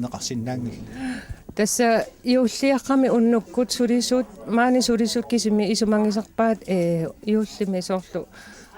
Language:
Kalaallisut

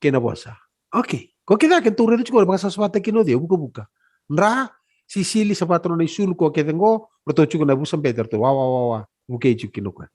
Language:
Fijian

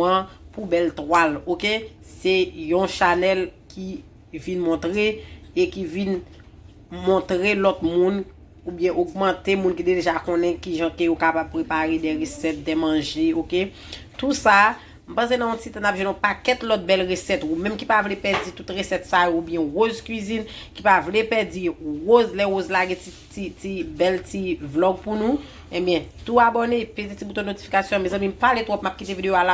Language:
Haitian Creole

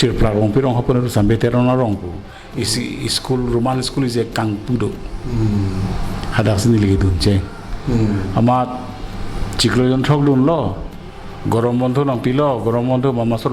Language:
Karbi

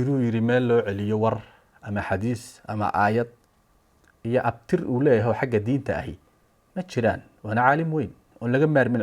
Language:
Somali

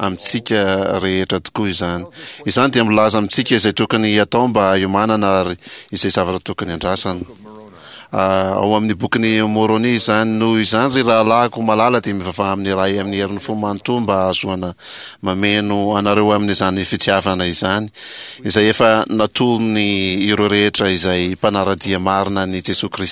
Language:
Malagasy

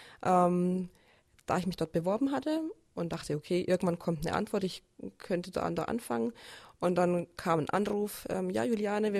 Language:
German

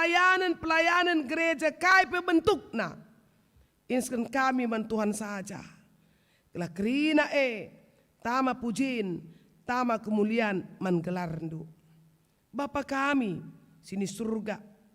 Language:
Batak Karo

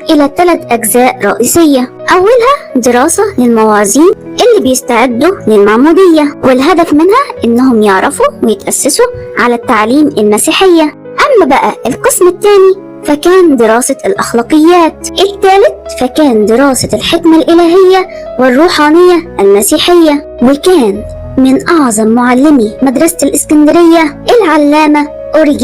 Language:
Egyptian Arabic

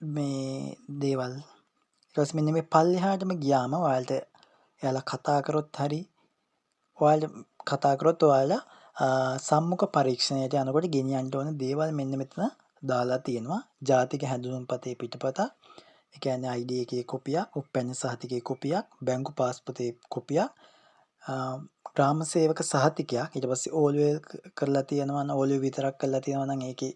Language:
Sinhala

